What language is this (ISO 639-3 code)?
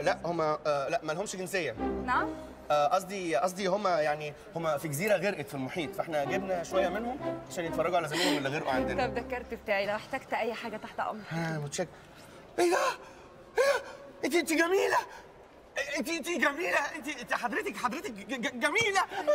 arz